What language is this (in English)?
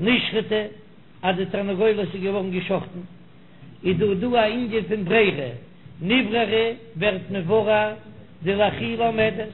Yiddish